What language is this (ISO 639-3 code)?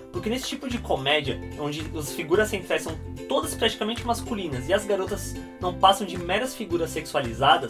por